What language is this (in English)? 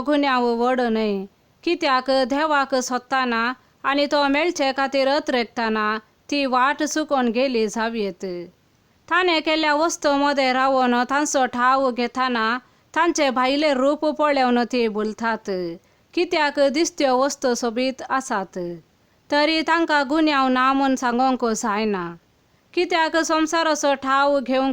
Konkani